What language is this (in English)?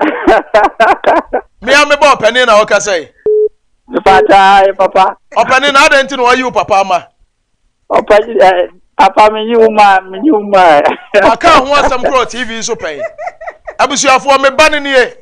Akan